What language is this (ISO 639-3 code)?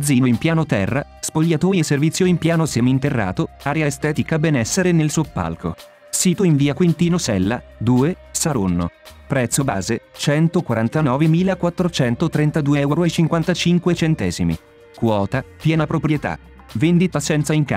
ita